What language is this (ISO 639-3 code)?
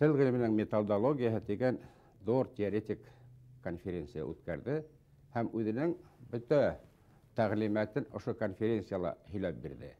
bak